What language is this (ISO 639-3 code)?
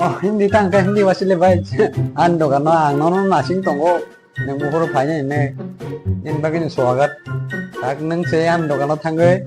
trp